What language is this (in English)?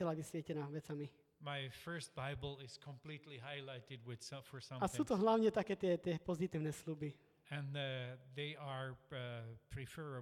Slovak